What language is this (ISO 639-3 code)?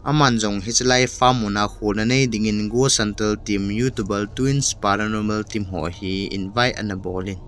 tcz